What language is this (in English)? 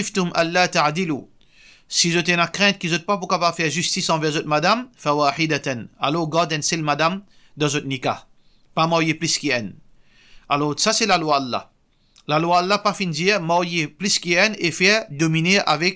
Morisyen